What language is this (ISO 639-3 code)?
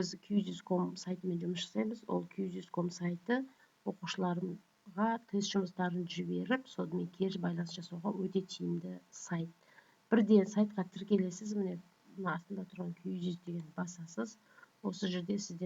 kaz